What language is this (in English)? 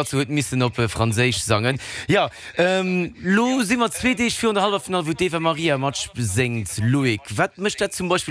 Luxembourgish